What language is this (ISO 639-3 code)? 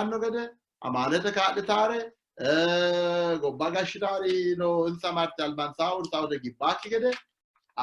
sid